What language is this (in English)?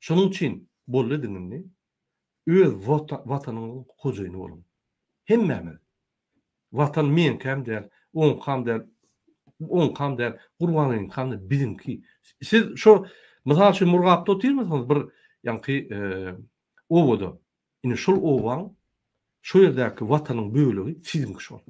Turkmen